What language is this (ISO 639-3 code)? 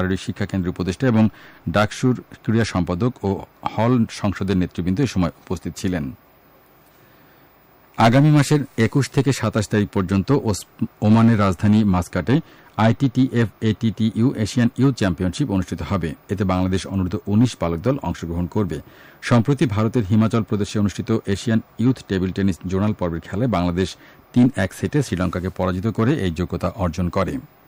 ben